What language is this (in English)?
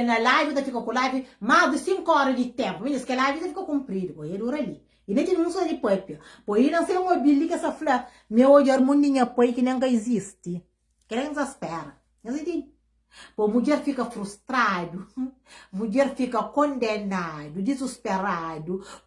Kabuverdianu